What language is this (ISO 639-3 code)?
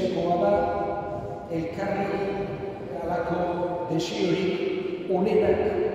eus